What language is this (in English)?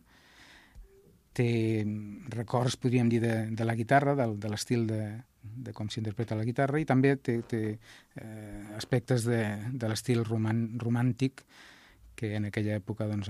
Catalan